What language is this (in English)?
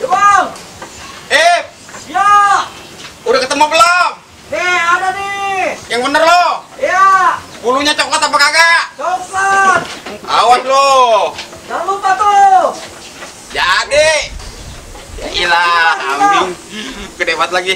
Betawi